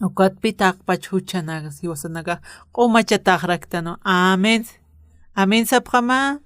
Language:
Aymara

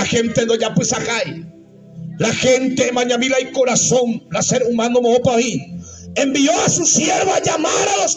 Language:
Guarani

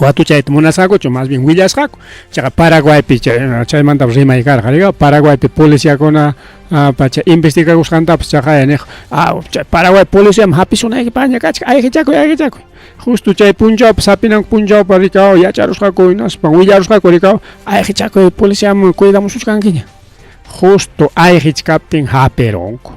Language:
Ayacucho Quechua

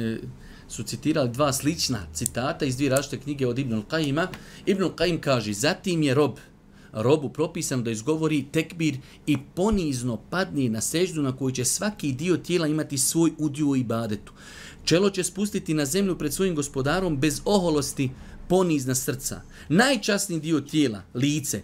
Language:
Bosnian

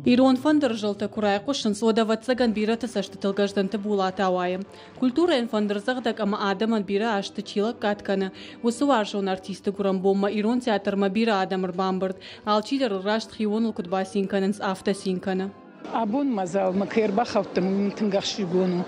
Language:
Ossetic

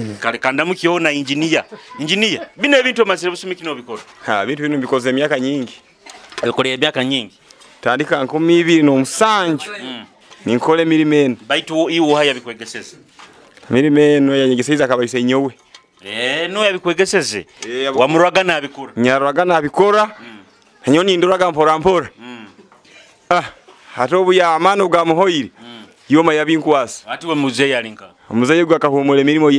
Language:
Nyoro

